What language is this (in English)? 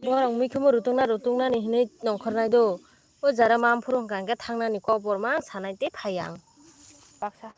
Kok Borok